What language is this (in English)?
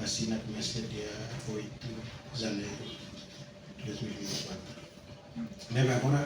Tetum